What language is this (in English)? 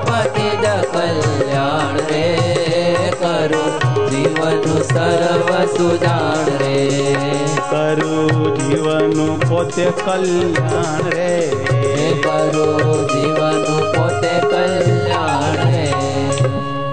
Gujarati